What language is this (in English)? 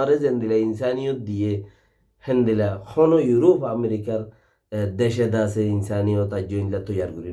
Rohingya